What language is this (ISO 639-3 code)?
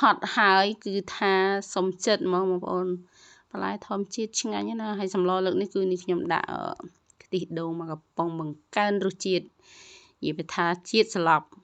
khm